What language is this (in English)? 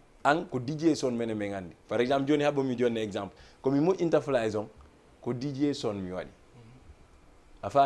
Fula